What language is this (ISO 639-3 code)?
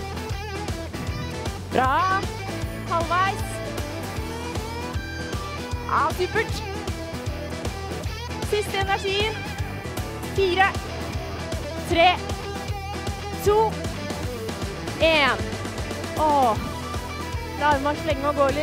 nor